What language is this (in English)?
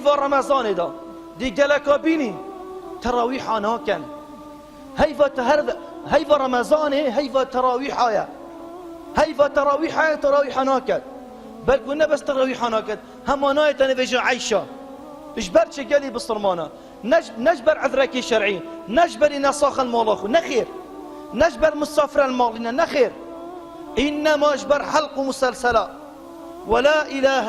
Kurdish